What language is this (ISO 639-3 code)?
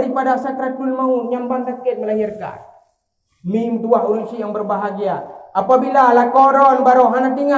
ace